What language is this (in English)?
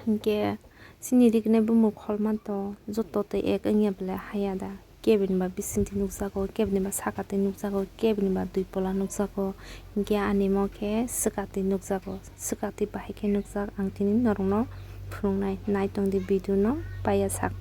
Kok Borok